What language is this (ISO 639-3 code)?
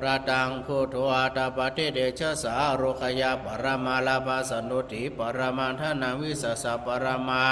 pli